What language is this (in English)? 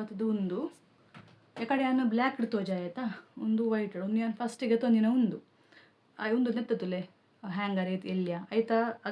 Tulu